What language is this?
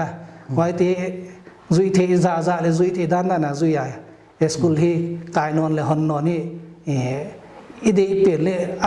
Paite Chin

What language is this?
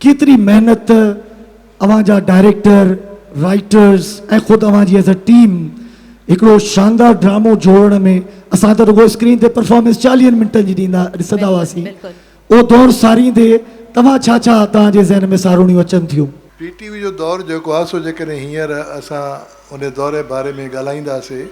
Sindhi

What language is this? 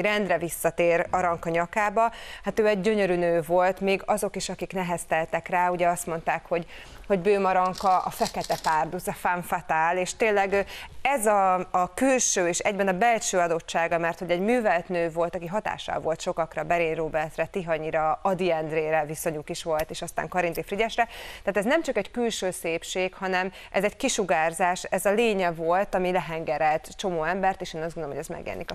Hungarian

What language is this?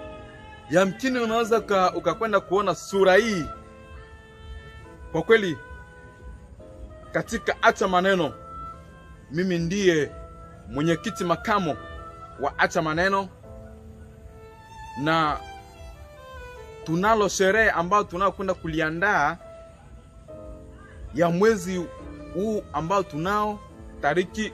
Swahili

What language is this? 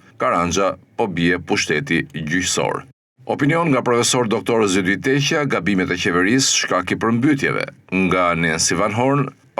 Albanian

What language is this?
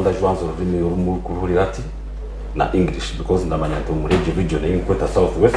Nyankole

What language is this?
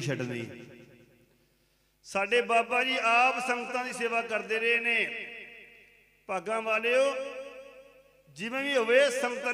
Punjabi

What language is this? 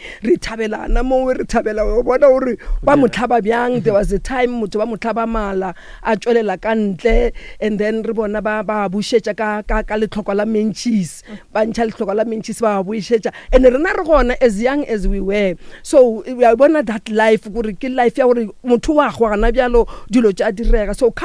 Northern Sotho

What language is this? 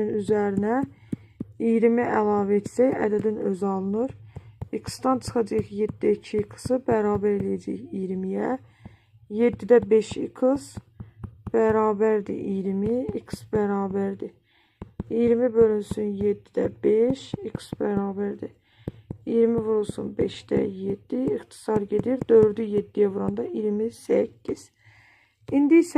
Azerbaijani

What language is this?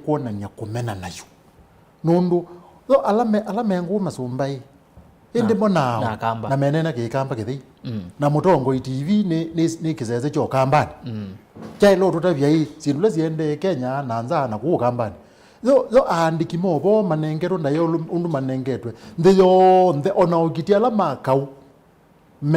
Kamba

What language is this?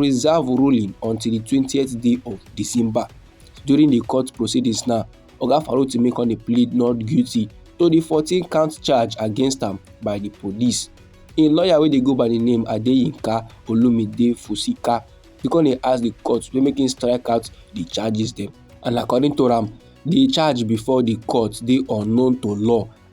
Nigerian Pidgin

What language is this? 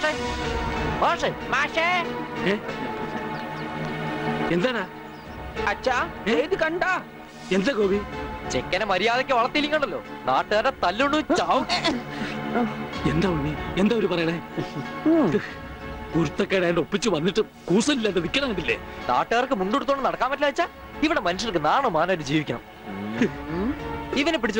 Malayalam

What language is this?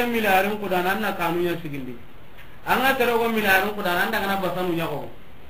Soninke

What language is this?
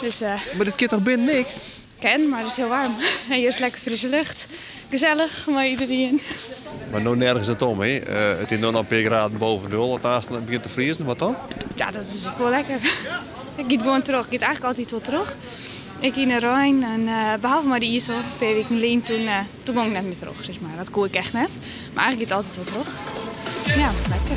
Western Frisian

